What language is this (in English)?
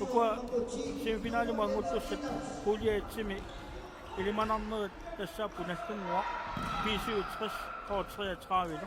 Kalaallisut